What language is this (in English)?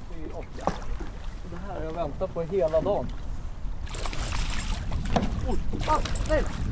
Swedish